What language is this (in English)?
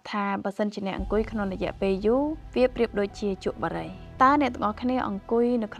Khmer